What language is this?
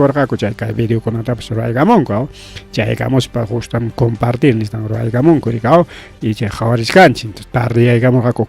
Ayacucho Quechua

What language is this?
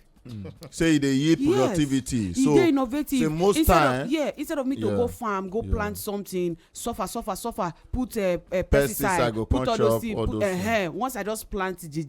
Nigerian Pidgin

